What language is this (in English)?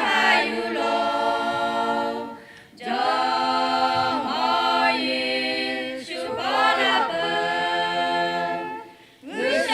Lahu